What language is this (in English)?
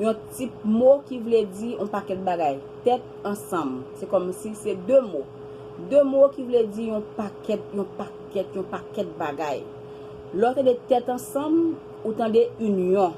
Haitian Creole